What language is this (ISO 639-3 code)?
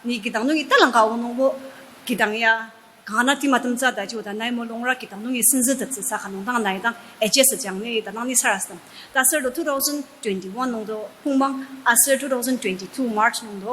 njo